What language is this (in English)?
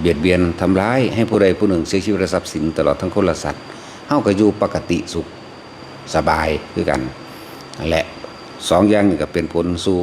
Northeastern Thai